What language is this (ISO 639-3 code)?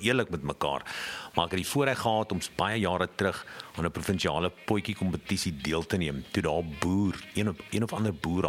afr